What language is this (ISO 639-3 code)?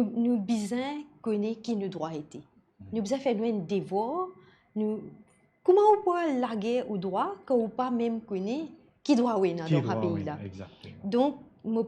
mfe